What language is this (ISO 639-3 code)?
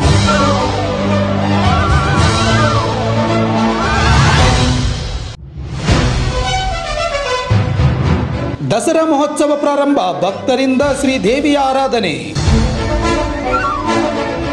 kan